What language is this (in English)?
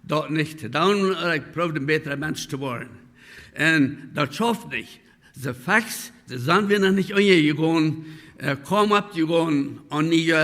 Plautdietsch